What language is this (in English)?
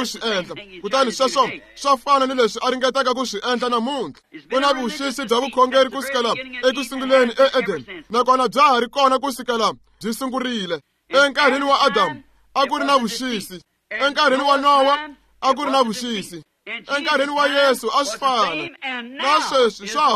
Tsonga